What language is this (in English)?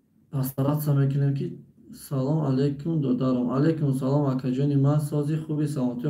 Tajik